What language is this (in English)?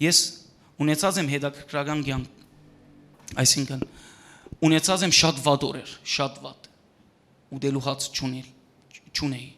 Western Armenian